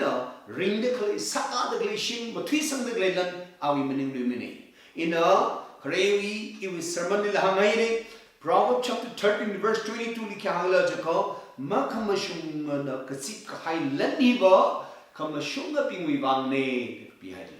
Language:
Tangkhul Naga (India)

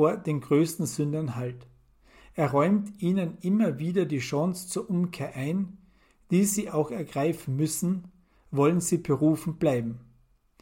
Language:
German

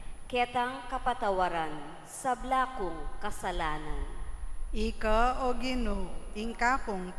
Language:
Pampanga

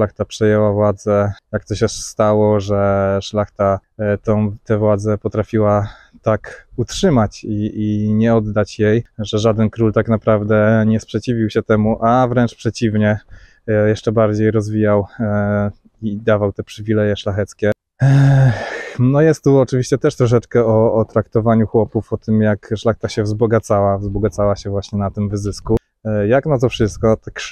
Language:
Polish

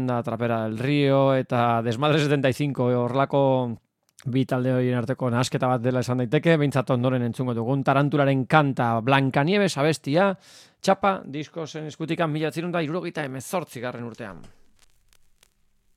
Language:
Basque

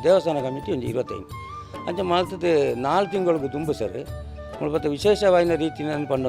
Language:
Tulu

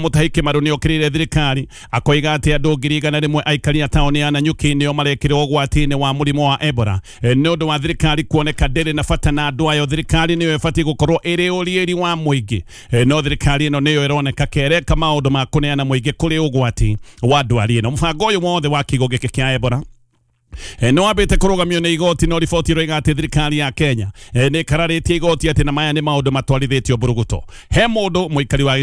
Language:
Kikuyu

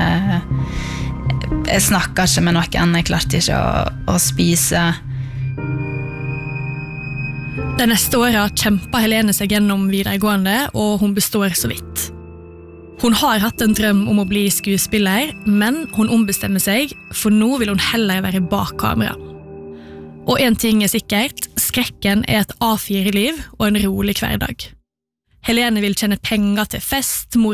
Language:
Norwegian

